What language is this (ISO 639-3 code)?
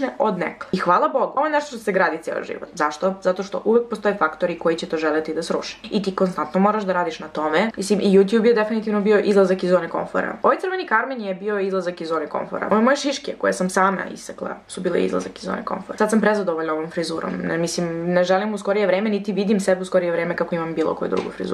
srp